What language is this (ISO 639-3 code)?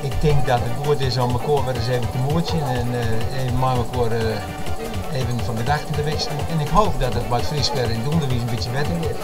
fry